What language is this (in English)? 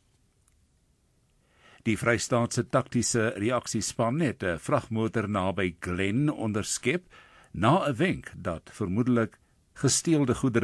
Afrikaans